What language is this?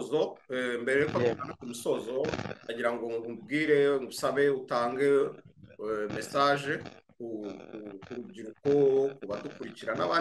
Kinyarwanda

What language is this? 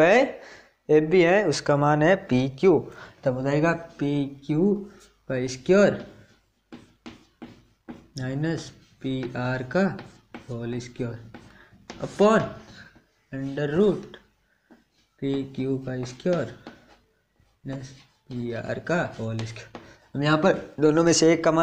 Hindi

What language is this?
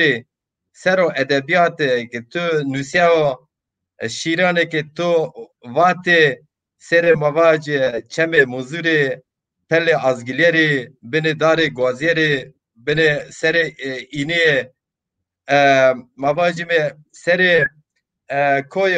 Zaza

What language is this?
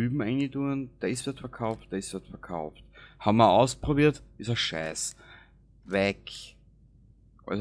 Bavarian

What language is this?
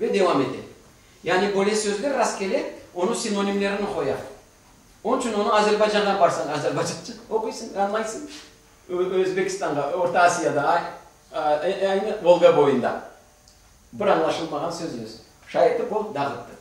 Crimean Tatar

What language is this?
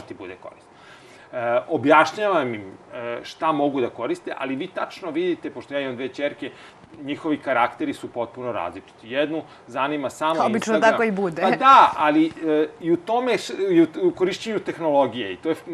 Serbian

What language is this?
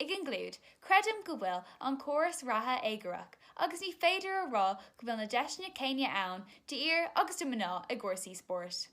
Irish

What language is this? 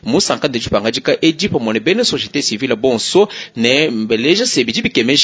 Luba-Lulua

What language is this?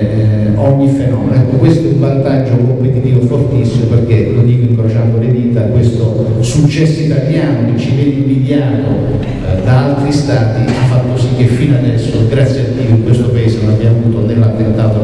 Italian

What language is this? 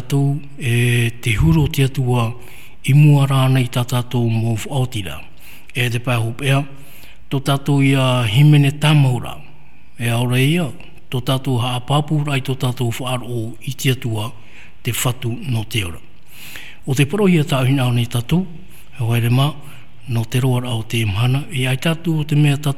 Tahitian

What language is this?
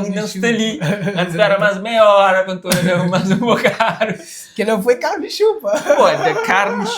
Kabuverdianu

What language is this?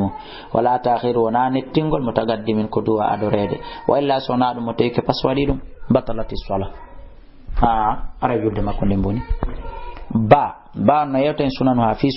Fula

